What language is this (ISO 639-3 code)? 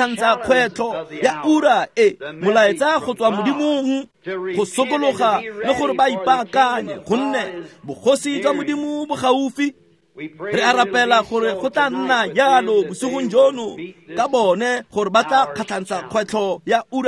tsn